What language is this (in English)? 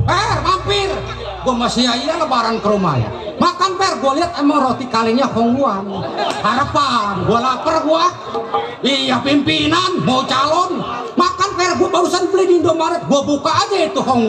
Betawi